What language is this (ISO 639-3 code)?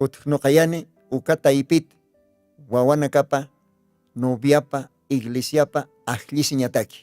aym